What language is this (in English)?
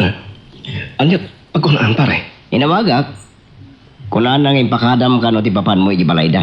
Iloko